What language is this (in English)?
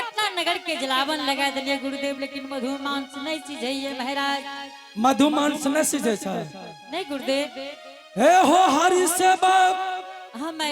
Angika